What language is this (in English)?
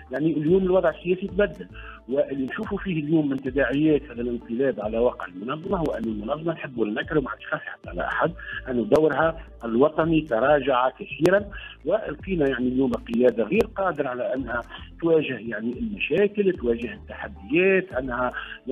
Tunisian Arabic